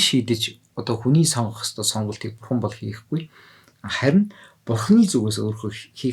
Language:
Mongolian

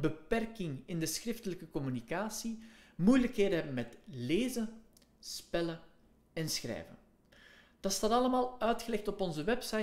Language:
Dutch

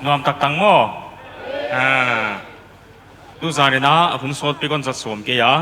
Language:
Paite Chin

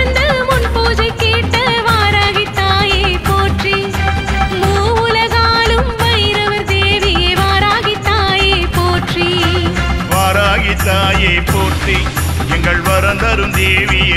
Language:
Tamil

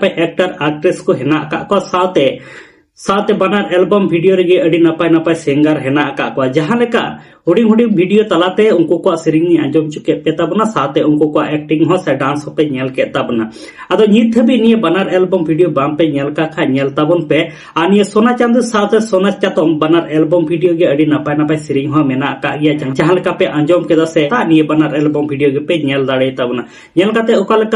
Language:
Santali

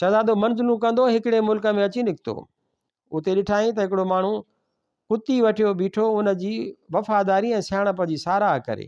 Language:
Sindhi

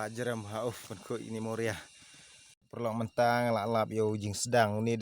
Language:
Khasi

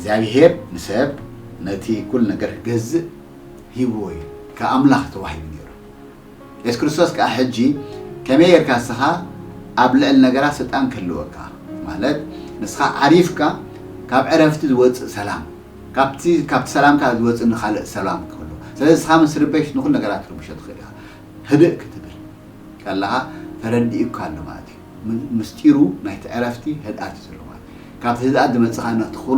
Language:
Tigrinya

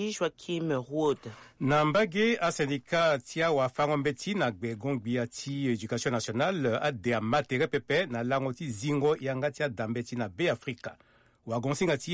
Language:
Sango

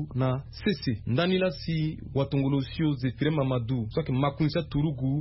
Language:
Sango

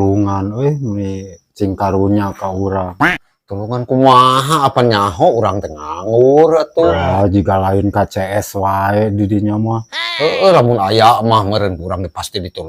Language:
Sundanese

